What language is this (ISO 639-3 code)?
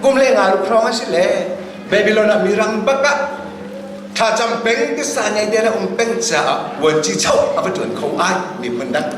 cnh